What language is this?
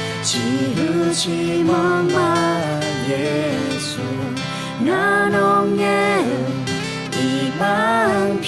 Akha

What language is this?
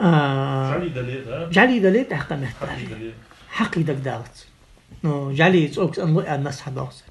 Ingush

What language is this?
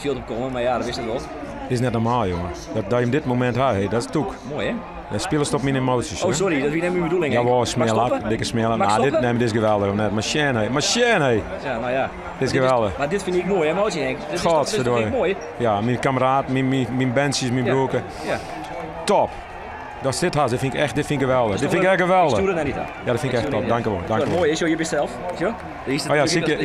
Western Frisian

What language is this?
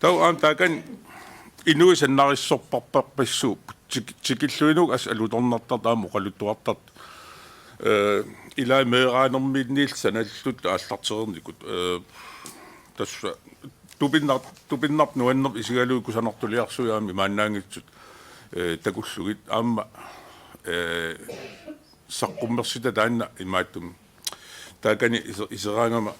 Kalaallisut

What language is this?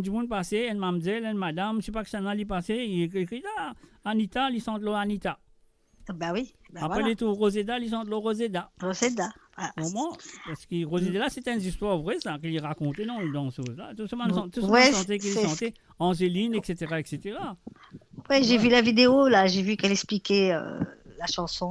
Morisyen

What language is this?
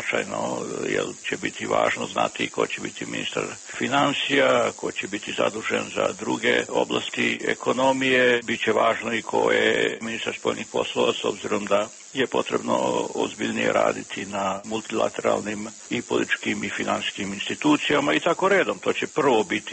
Serbian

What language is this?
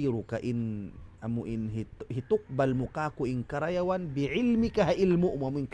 Tausug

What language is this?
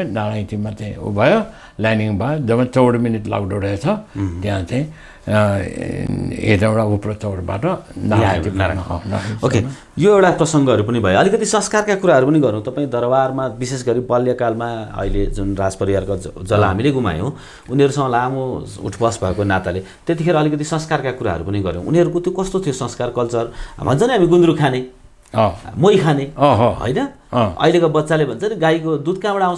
Nepali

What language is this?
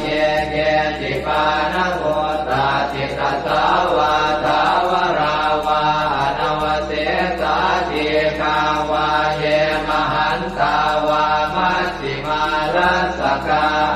Pali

